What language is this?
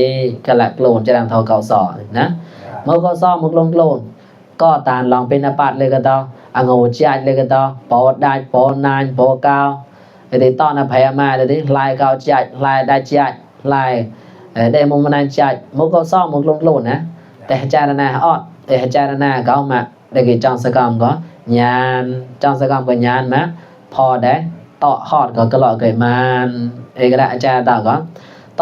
Mon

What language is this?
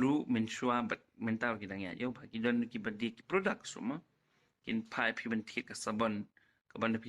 Khasi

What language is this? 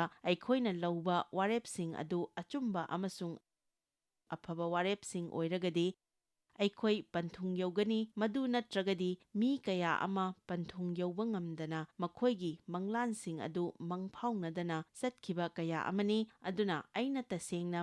Manipuri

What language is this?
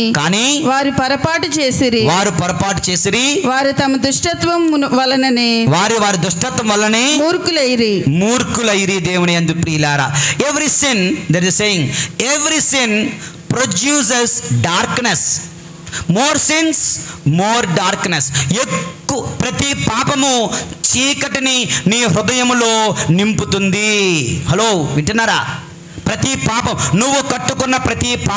Telugu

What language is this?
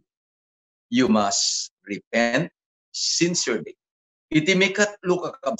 Iloko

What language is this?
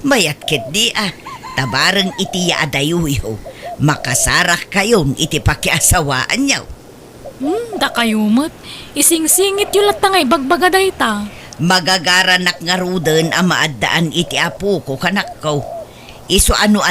Iloko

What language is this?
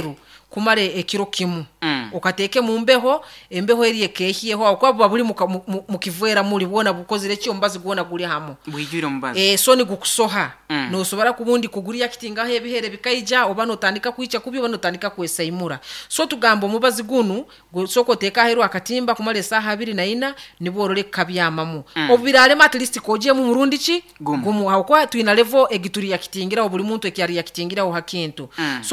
Nyankole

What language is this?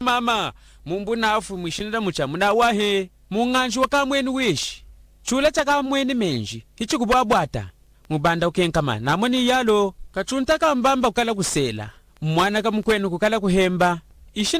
Lunda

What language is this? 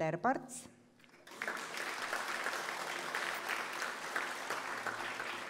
Estonian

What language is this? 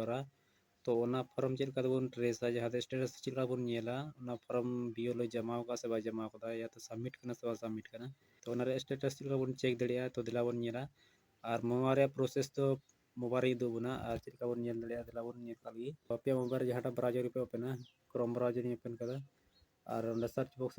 Santali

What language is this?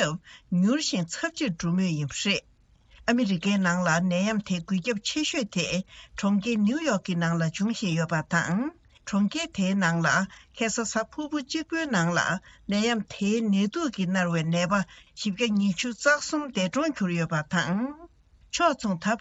Tibetan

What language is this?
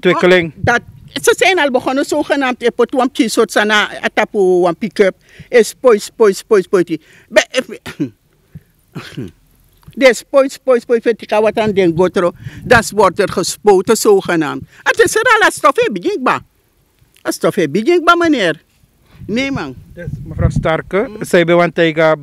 Dutch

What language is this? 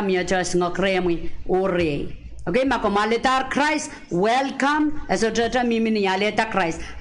Pohnpeian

